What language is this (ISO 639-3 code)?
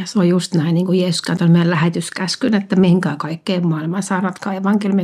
fin